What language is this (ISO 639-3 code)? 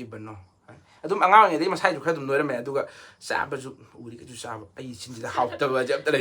mni